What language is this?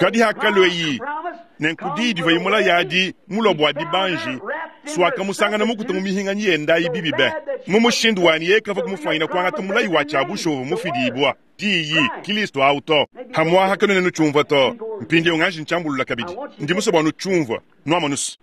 Luba-Lulua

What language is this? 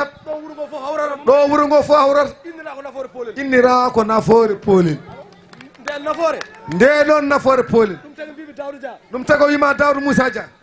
Fula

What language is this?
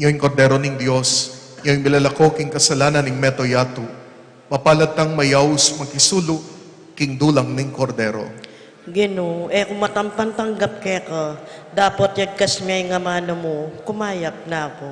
Pampanga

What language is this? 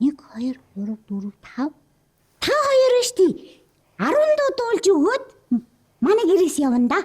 Mongolian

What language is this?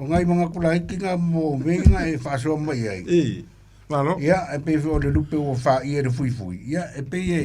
Samoan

